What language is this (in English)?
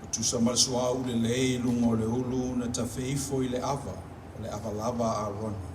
Samoan